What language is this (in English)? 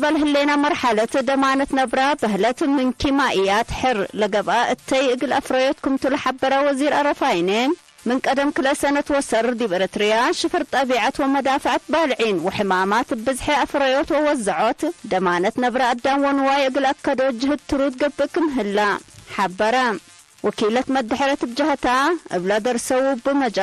Tigre